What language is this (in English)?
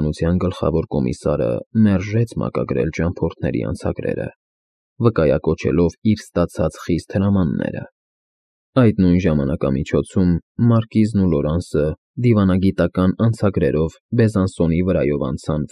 Armenian